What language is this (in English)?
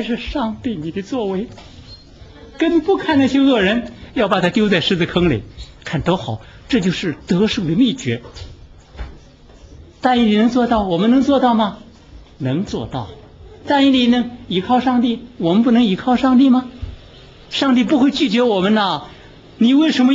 Chinese